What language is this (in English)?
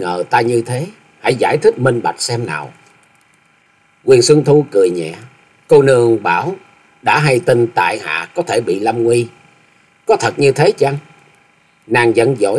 Vietnamese